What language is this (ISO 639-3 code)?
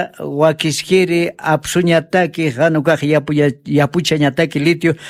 aym